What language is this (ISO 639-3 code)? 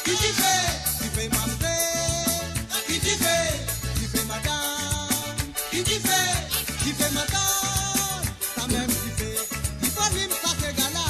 mfe